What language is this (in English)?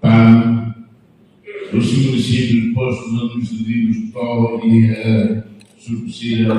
Tetum